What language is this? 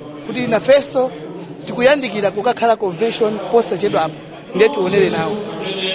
Nyanja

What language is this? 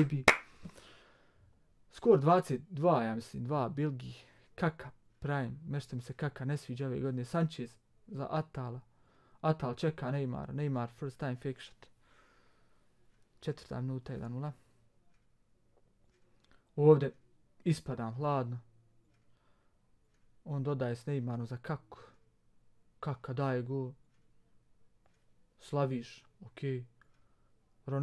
Bosnian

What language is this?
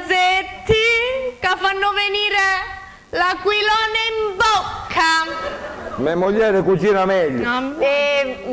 Sicilian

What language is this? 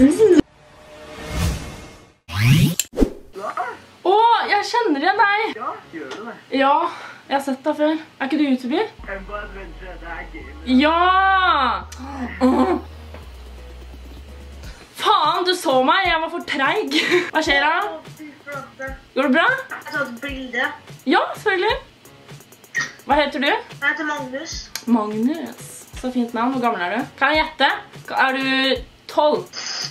Norwegian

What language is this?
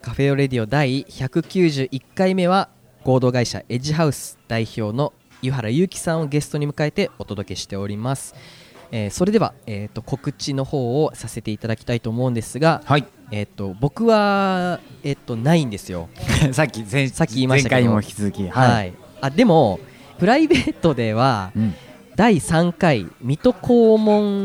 Japanese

